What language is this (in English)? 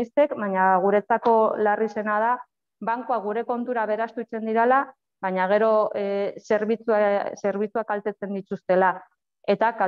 Basque